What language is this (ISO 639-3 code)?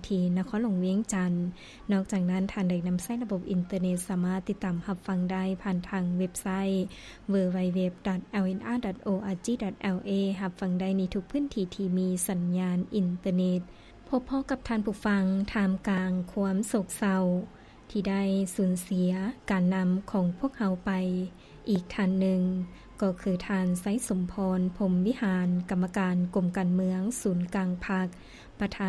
lao